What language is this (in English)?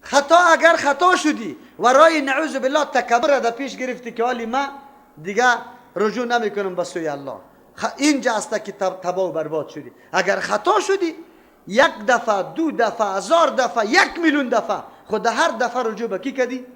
Persian